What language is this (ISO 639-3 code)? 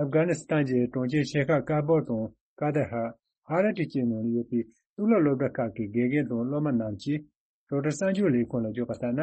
bod